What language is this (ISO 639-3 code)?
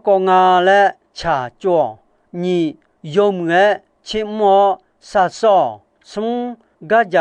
ahk